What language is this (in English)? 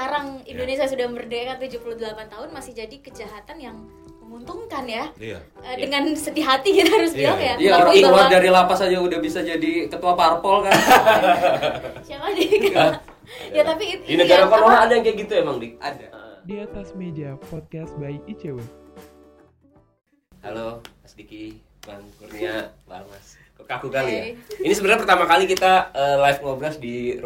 Indonesian